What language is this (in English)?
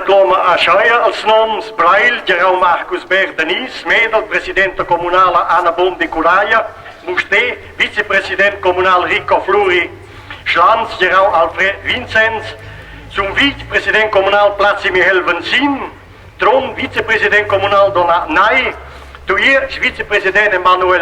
Romansh